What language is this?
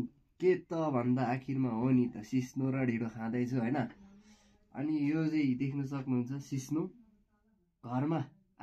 Nepali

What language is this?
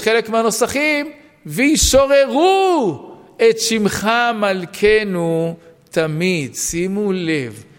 Hebrew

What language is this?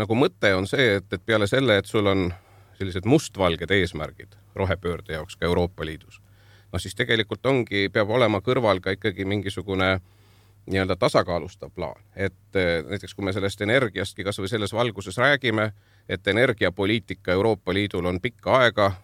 Estonian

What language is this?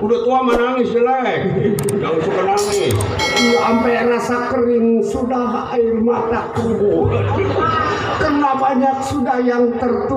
Betawi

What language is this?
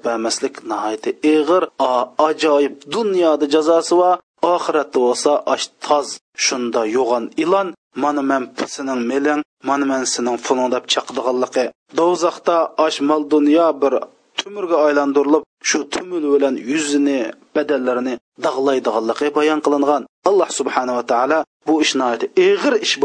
Uyghur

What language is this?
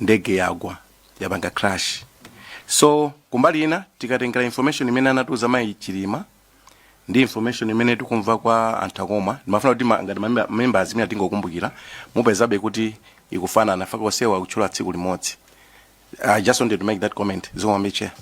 Nyanja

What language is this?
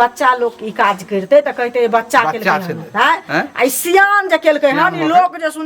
Maithili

